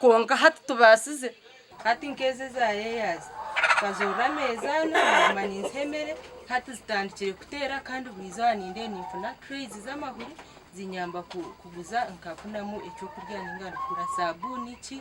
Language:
Nyankole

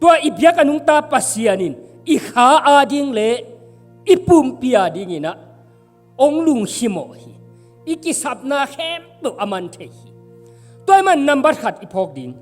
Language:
Tedim Chin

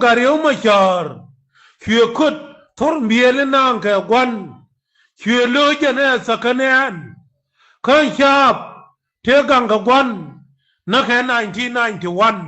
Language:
Nuer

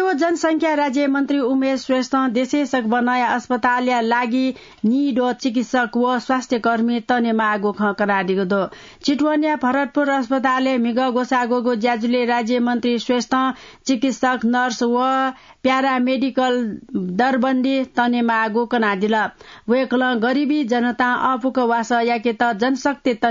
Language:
Newari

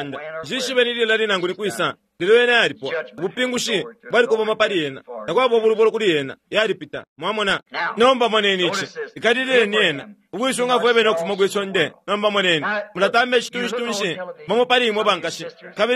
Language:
Bemba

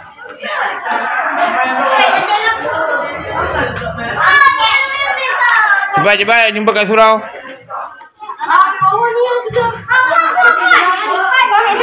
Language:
Malay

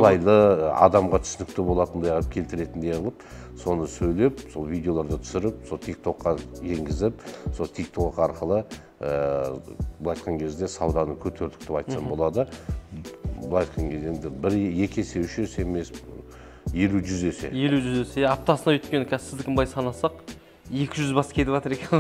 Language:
Kazakh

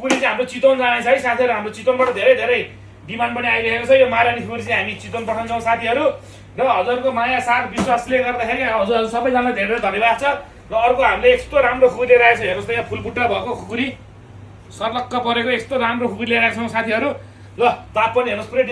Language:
Nepali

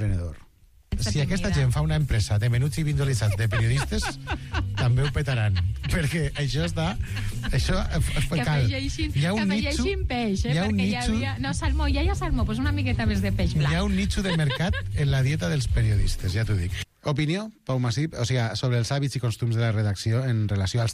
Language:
Catalan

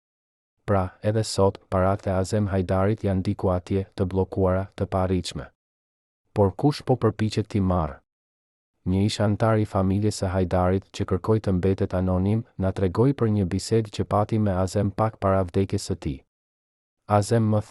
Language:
Albanian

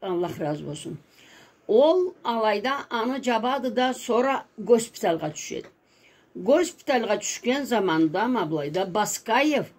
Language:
Karachay-Balkar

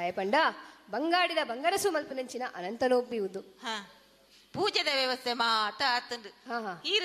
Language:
Tulu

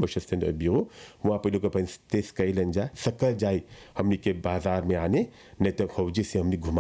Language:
Bhojpuri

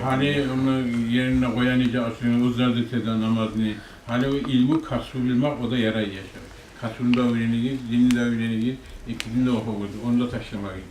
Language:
Kumyk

